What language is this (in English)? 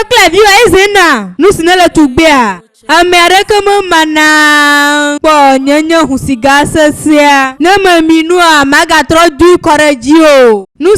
Ewe